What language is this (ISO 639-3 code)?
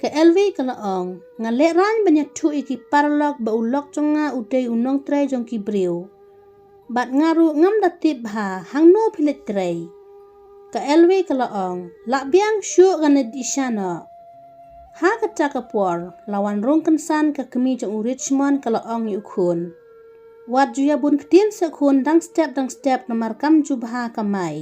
kha